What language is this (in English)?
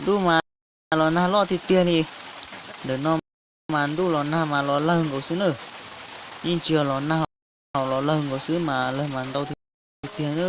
Hmong